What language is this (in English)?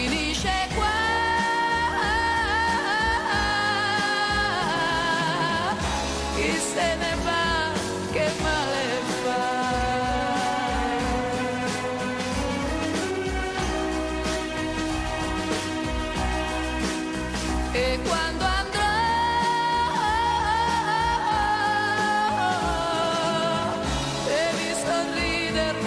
Italian